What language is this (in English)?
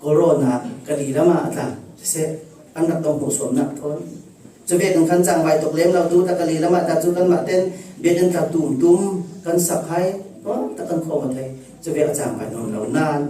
Falam Chin